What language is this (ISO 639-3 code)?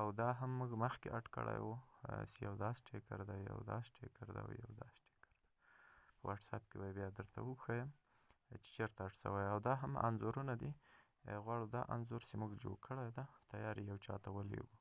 pus